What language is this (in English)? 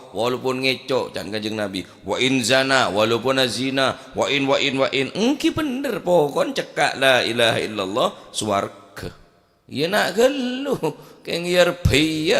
Madurese